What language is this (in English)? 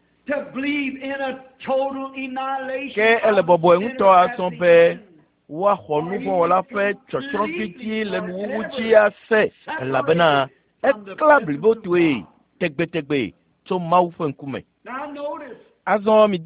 Ewe